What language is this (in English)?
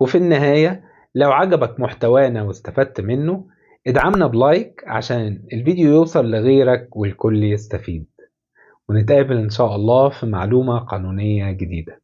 Egyptian Arabic